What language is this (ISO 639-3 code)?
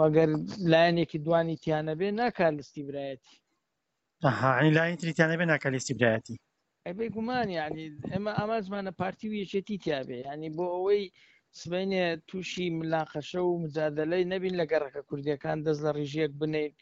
ckb